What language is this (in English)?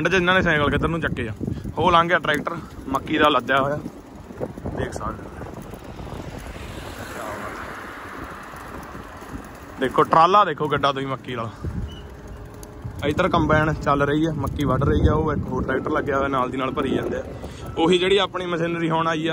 Punjabi